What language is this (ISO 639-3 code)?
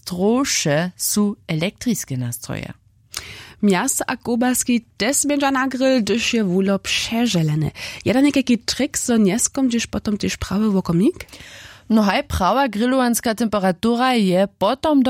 hsb